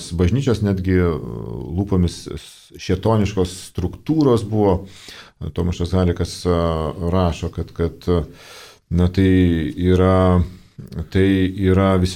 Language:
Lithuanian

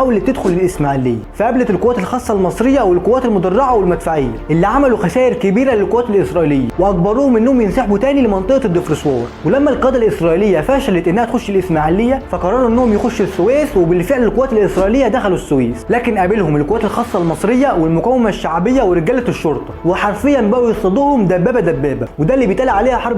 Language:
Egyptian Arabic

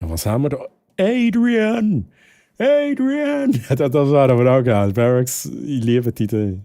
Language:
Swiss German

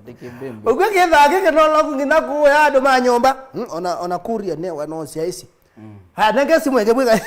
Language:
Kamba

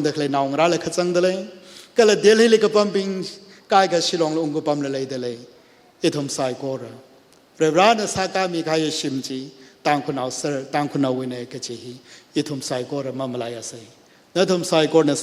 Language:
Tangkhul Naga (India)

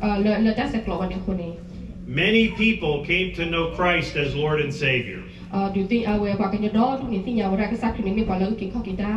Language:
S'gaw Karen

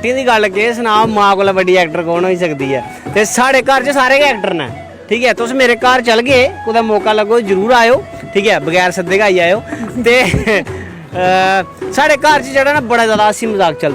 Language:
Dogri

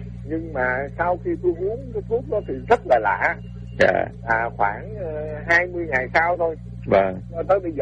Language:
Vietnamese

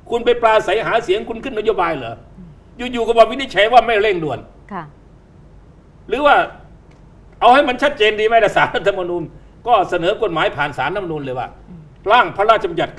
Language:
Thai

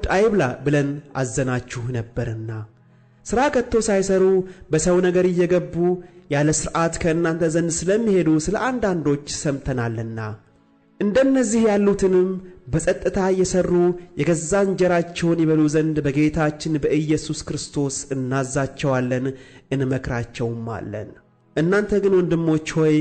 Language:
Amharic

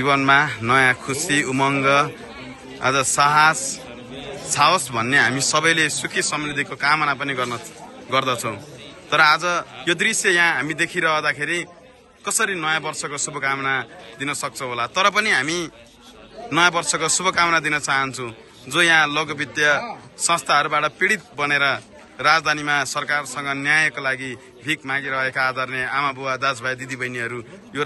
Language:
Nepali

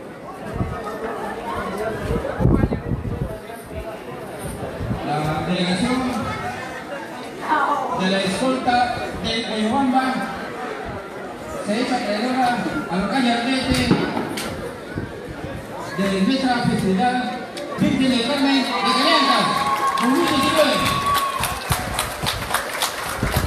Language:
Spanish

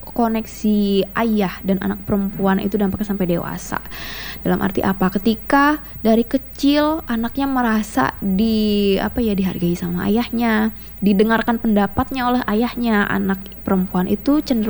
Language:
Indonesian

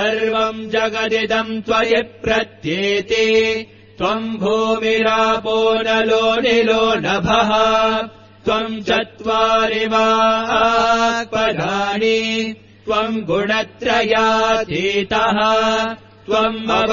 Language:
Sanskrit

